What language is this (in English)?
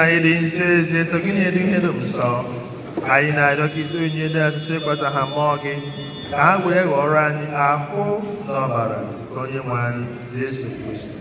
Igbo